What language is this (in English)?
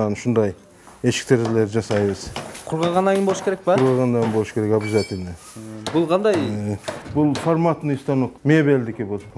Kyrgyz